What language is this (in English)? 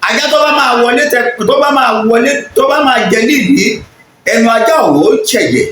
Yoruba